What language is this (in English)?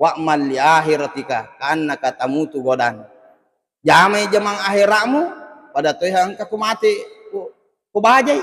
Buginese